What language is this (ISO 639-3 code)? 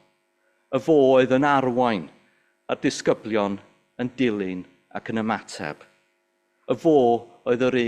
cym